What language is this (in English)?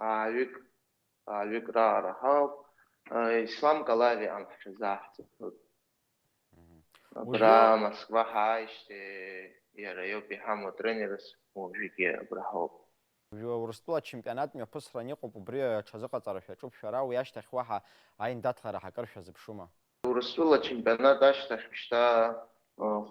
Abkhazian